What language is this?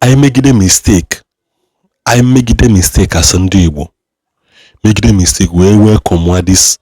Igbo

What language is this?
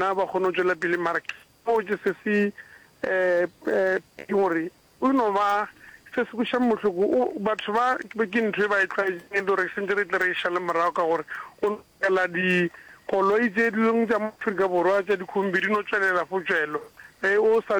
Northern Sotho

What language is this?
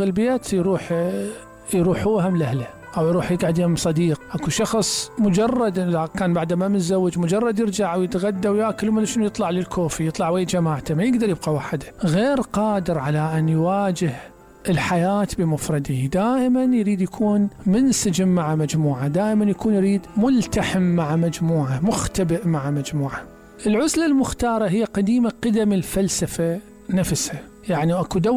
Mesopotamian Arabic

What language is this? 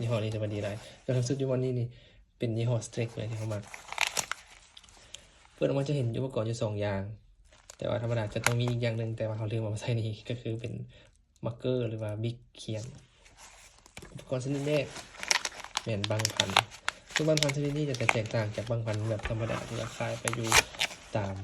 Lao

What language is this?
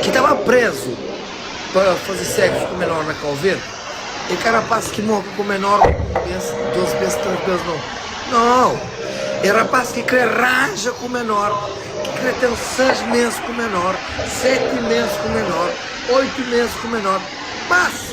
Kabuverdianu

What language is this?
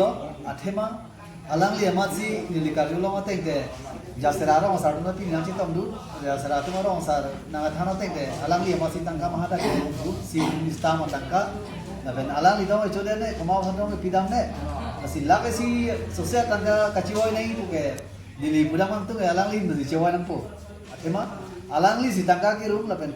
Karbi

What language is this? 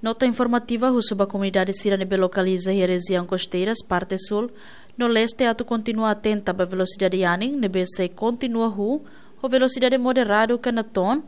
Tetum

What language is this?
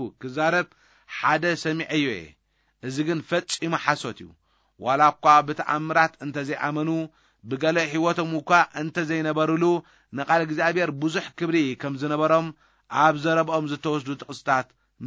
Tigrinya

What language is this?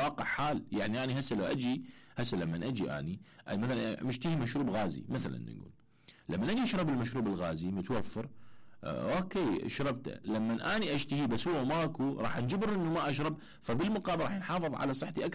Mesopotamian Arabic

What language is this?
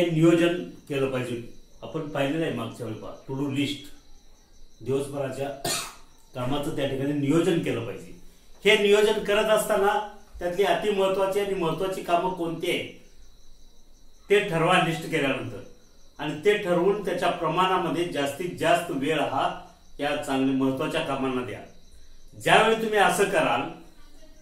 Marathi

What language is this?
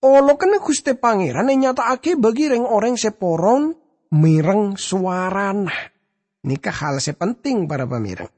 Madurese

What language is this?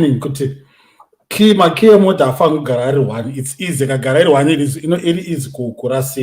Shona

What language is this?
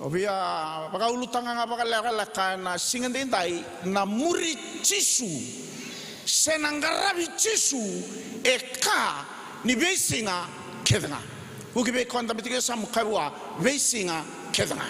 Fijian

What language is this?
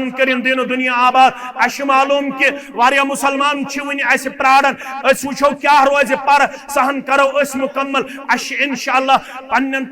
Kashmiri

